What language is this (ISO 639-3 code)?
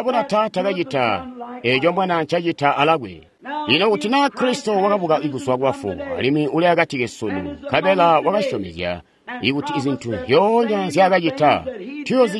toi